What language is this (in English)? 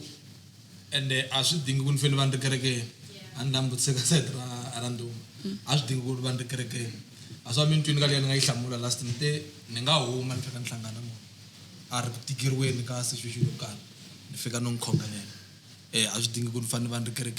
Tsonga